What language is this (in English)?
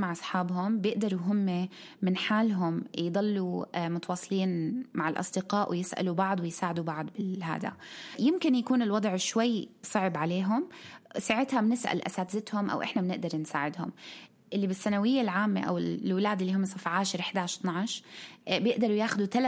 North Levantine Arabic